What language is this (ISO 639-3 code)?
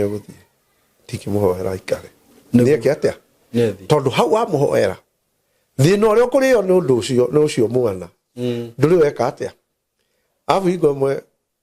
kik